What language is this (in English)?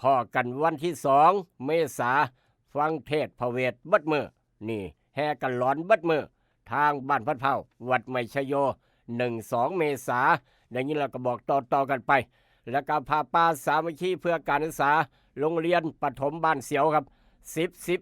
Northeastern Thai